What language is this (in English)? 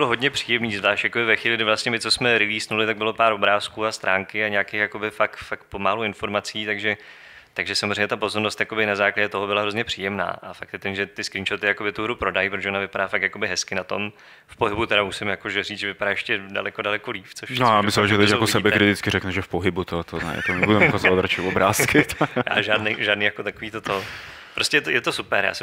Czech